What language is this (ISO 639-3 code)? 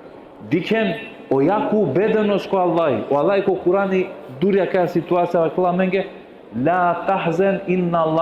rmn